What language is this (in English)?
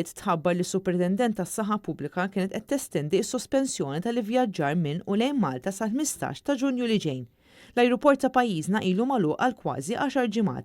Maltese